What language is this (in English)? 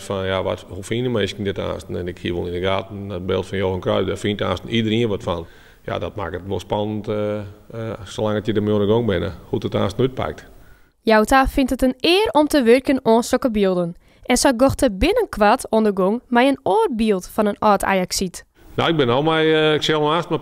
Western Frisian